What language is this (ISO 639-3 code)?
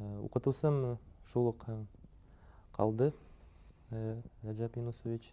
bak